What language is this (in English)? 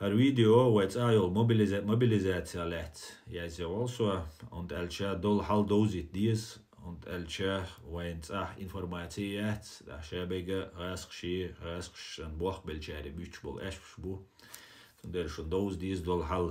Chechen